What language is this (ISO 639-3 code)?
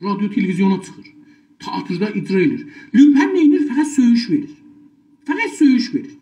azb